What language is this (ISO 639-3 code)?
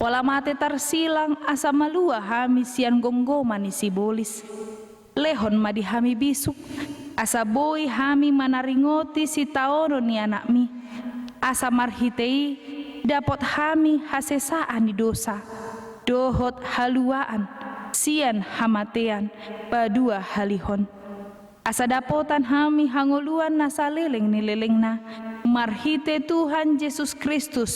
bbc